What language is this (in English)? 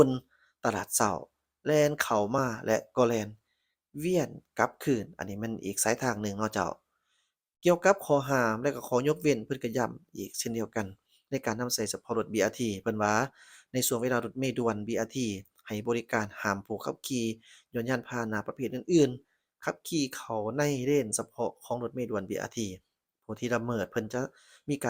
Lao